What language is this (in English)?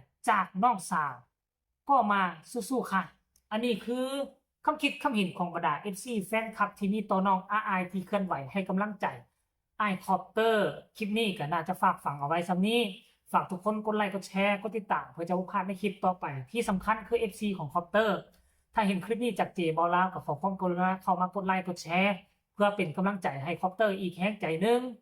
Northeastern Thai